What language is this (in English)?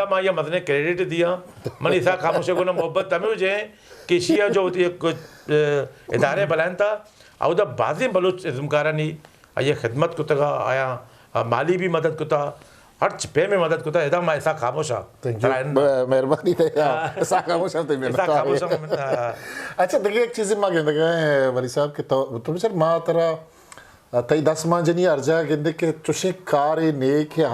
Eastern Balochi